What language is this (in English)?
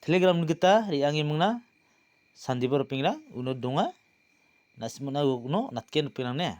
Garo